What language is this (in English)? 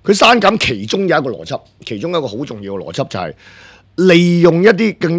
Cantonese